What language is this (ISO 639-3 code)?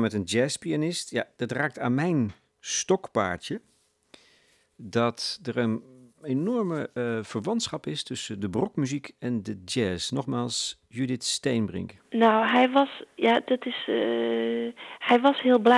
nld